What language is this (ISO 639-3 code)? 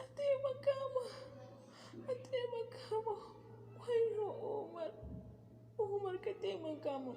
hau